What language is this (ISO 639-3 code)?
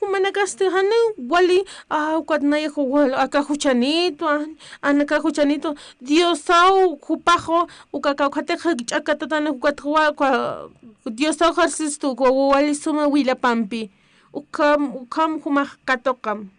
aym